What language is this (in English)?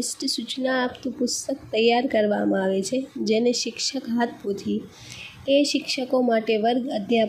Gujarati